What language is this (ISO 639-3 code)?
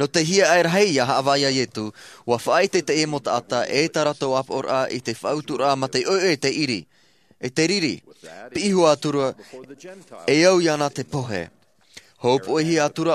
tah